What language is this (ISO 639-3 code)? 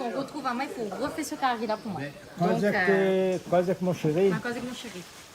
rcf